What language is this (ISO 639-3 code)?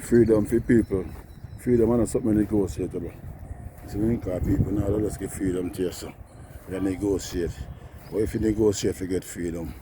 jam